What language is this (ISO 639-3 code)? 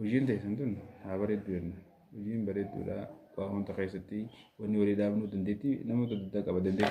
orm